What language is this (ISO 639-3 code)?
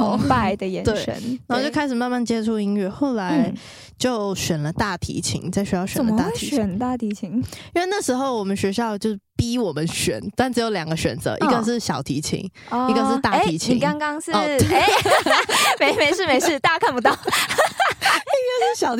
zho